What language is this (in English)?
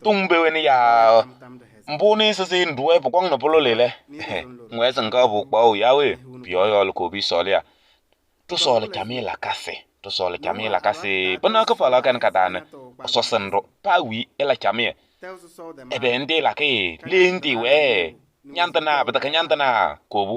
Kabiyè